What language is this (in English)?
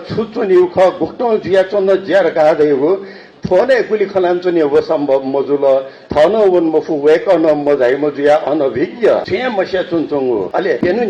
Newari